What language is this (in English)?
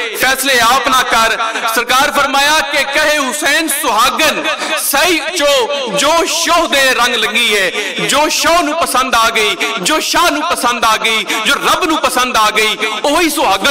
Western Panjabi